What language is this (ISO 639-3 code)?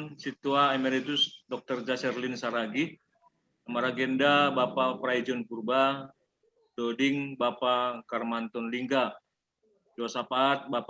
bts